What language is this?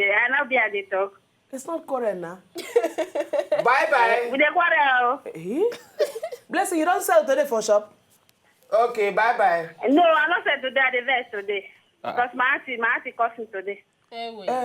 Nigerian Pidgin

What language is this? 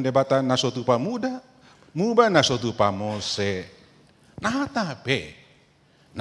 Batak Toba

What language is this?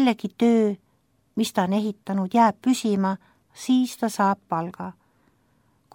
Estonian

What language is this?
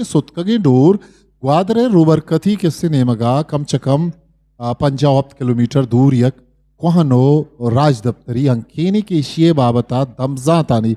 Eastern Balochi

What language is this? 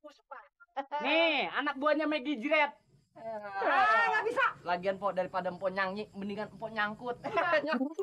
Betawi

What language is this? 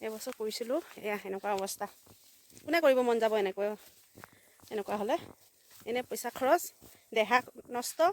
Assamese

